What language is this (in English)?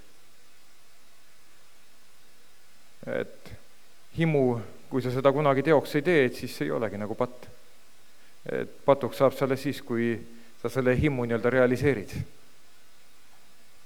Estonian